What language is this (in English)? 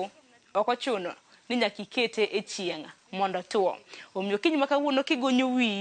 Luo (Kenya and Tanzania)